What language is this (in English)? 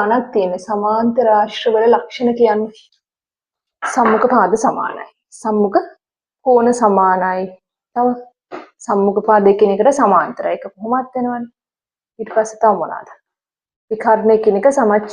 Sinhala